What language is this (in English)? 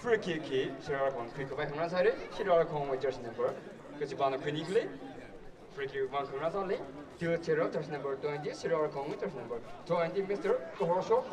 Tangkhul Naga (India)